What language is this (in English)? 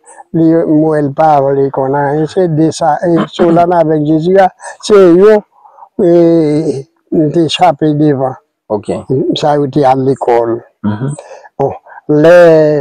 Haitian Creole